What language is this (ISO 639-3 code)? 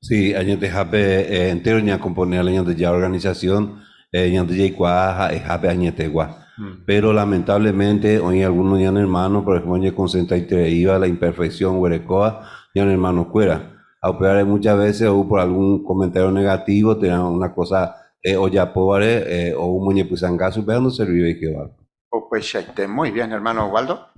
grn